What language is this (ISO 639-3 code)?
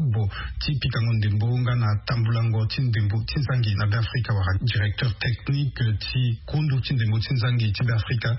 sag